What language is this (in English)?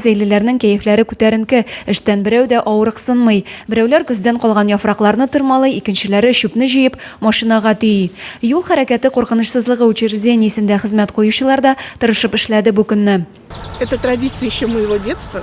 Tatar